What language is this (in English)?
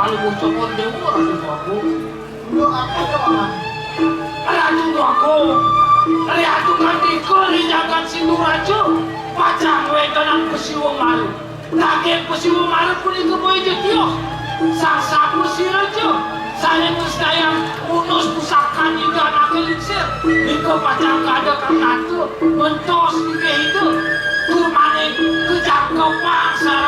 Balinese